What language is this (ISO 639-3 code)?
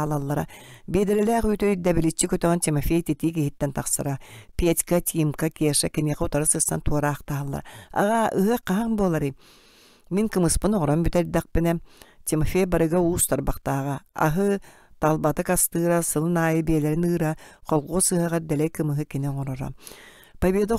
sah